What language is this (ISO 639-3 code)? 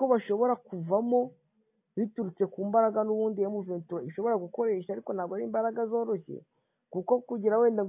kin